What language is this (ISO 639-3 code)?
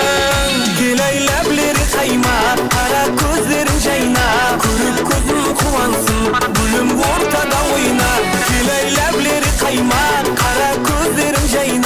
kaa